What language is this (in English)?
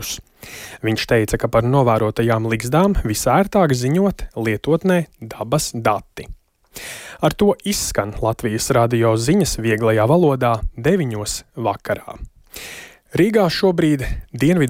Latvian